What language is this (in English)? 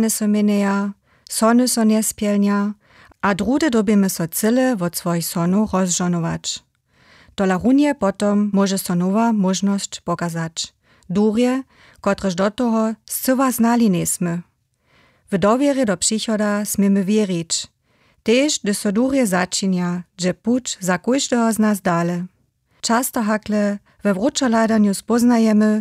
Upper Sorbian